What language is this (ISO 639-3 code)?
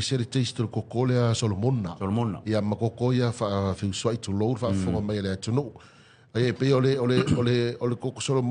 smo